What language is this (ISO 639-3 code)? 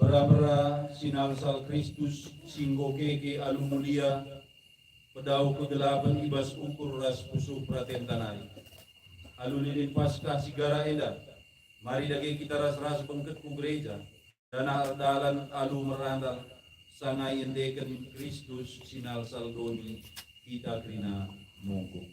btx